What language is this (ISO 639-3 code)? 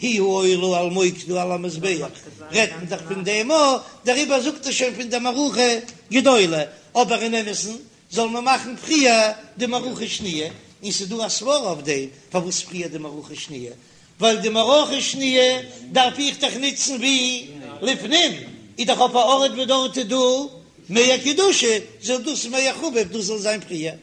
yid